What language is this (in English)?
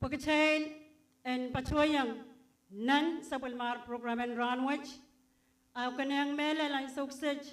Pohnpeian